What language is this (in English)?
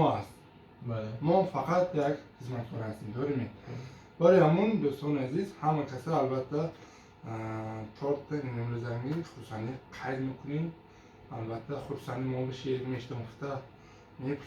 Tajik